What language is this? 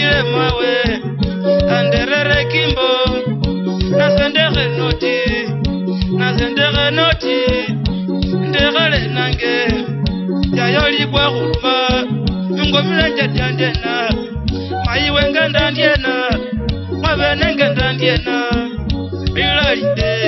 Swahili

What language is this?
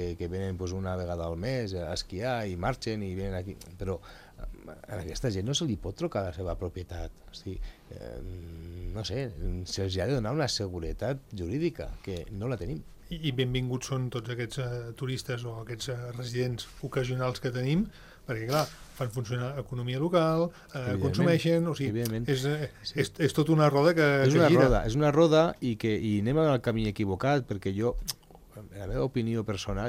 Catalan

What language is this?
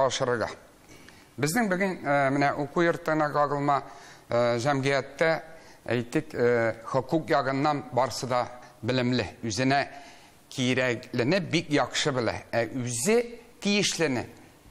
Tatar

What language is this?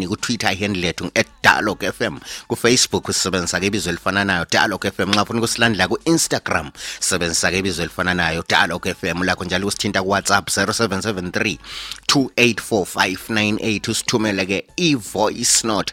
North Ndebele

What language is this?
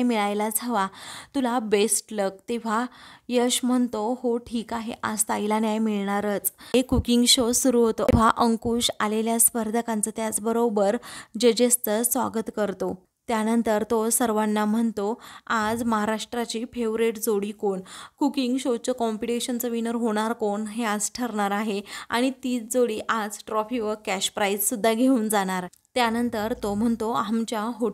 Marathi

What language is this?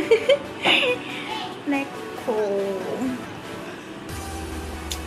Bangla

